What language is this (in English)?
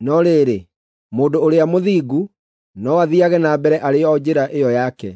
Kikuyu